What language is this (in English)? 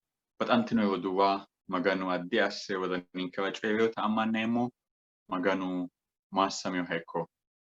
Sidamo